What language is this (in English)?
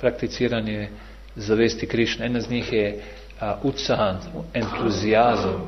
Bosnian